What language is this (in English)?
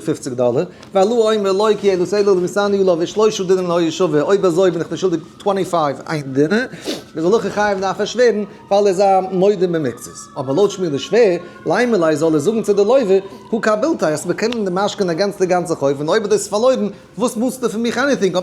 Yiddish